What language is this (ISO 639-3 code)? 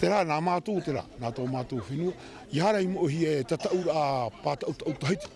tah